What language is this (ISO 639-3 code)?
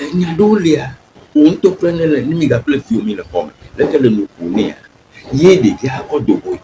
ewe